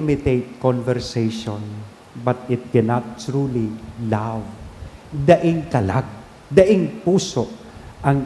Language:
Bikol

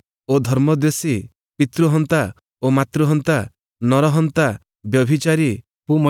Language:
Odia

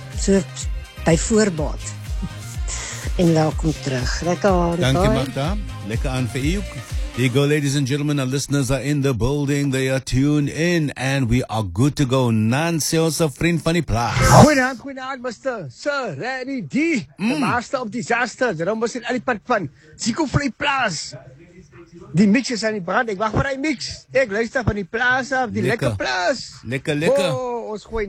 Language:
Afrikaans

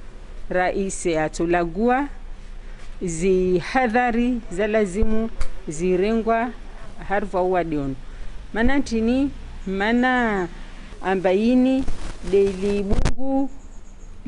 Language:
Ngazidja Comorian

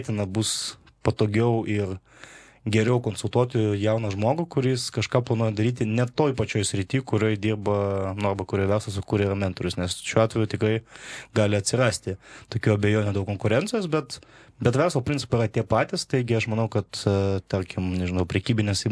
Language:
Lithuanian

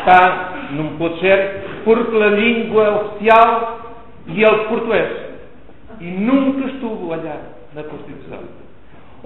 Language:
Mirandese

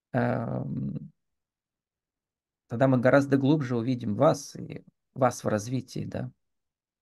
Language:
Russian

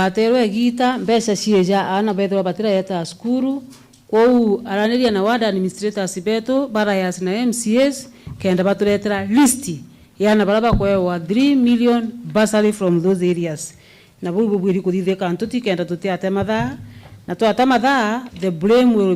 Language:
Meru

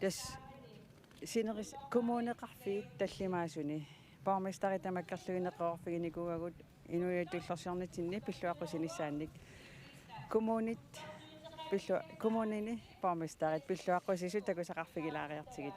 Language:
Kalaallisut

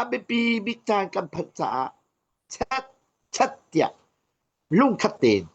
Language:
Hakha Chin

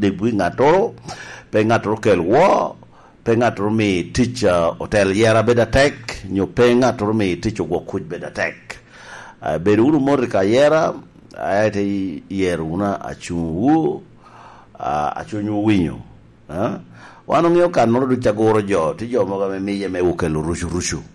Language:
Lango (Uganda)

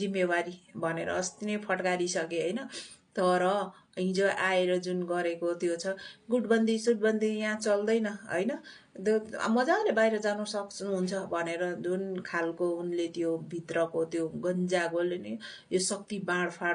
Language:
Nepali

